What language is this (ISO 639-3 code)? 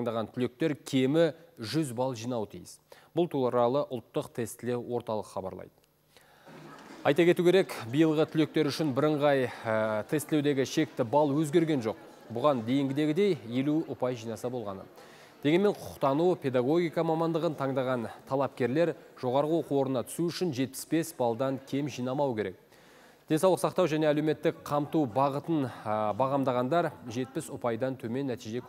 kaz